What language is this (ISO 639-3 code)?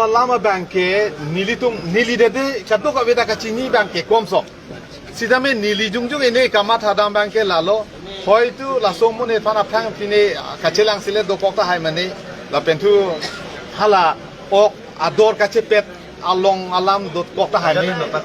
mjw